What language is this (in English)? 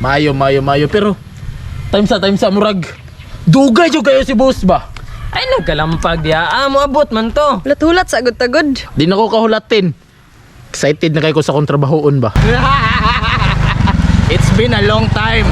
Cebuano